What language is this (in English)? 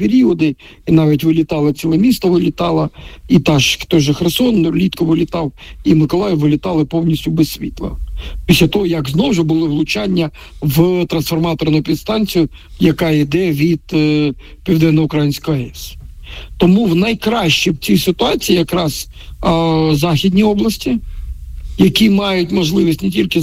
Ukrainian